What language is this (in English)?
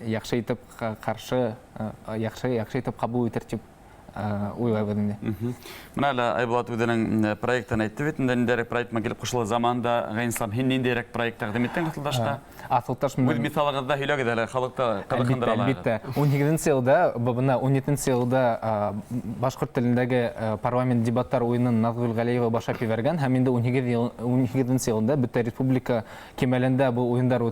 Bashkir